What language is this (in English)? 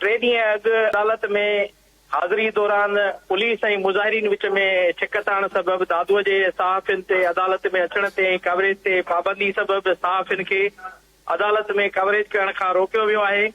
Sindhi